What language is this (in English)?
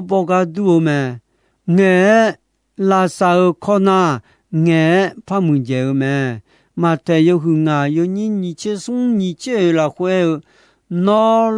Akha